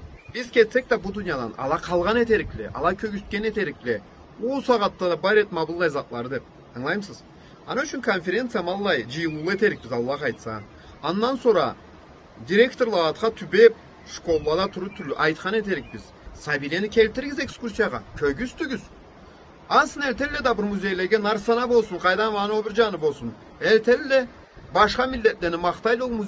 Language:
Karachay-Balkar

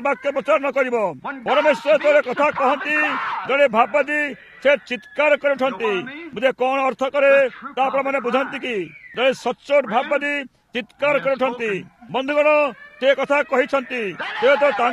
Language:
Odia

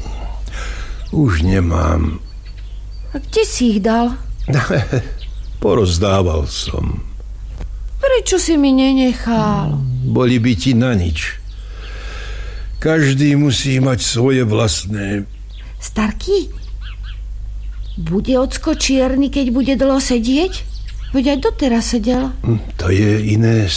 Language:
Slovak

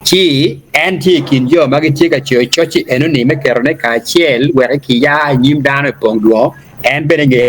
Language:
Acoli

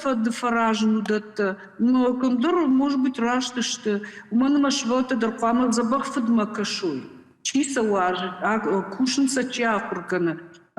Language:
Ossetic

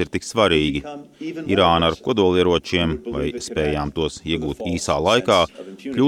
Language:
Latvian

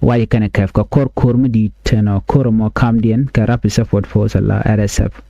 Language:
Nuer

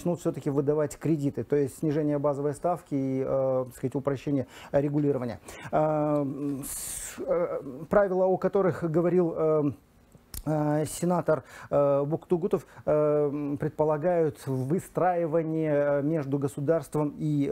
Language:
Russian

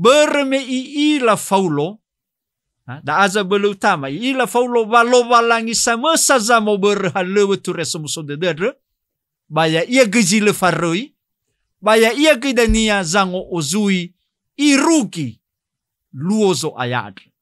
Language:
Nias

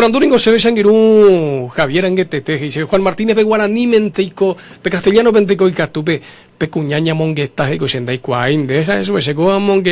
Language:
Guarani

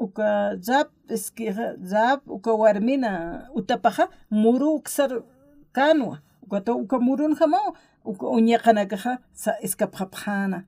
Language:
Aymara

